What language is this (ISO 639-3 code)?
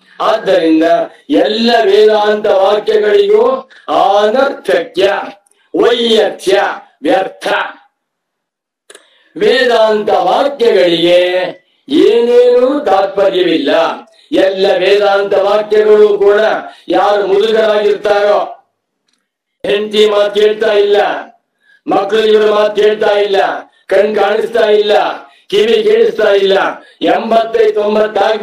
kan